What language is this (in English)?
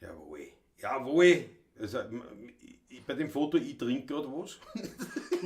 Bavarian